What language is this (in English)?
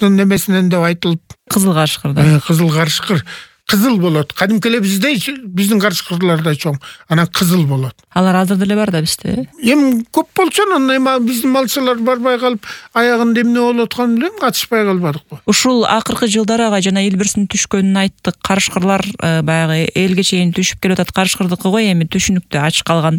Kyrgyz